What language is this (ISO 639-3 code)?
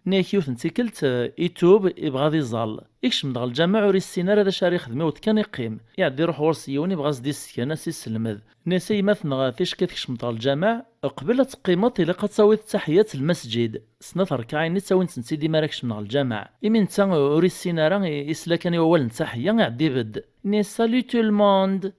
kab